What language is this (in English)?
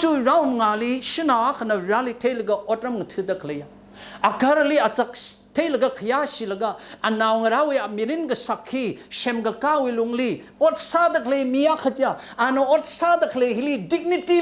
Tangkhul Naga (India)